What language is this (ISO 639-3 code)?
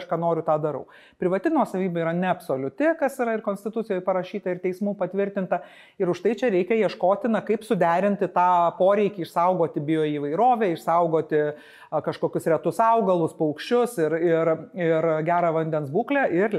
lit